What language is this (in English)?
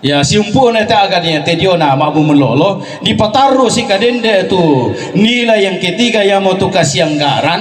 Toraja-Sa'dan